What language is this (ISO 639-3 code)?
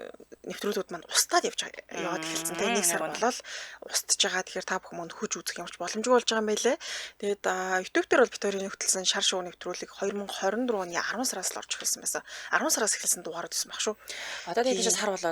mon